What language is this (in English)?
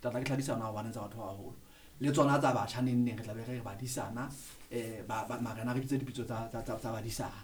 Southern Sotho